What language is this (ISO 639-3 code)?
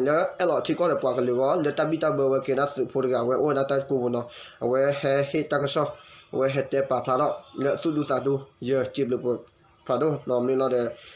ksw